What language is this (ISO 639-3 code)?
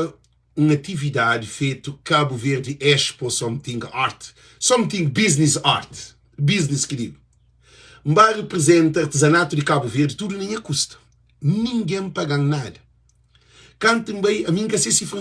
kea